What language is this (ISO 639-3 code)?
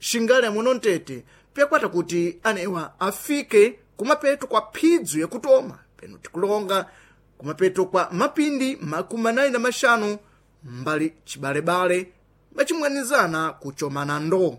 seh